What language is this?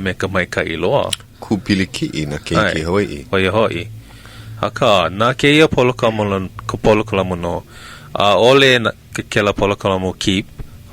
Hawaiian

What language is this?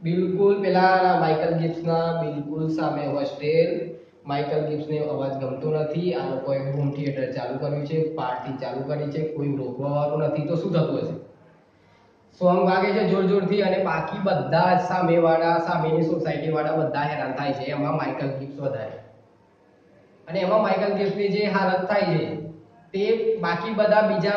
Gujarati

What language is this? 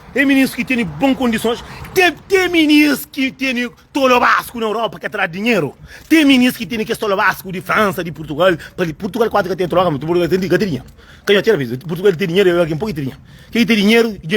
Kabuverdianu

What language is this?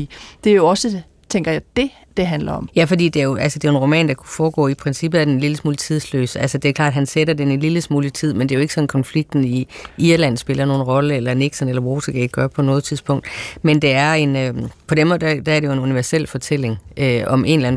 Danish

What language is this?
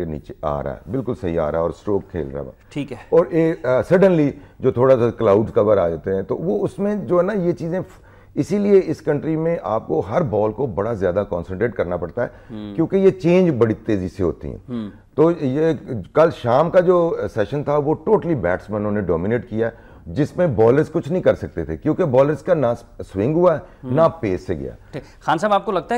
Urdu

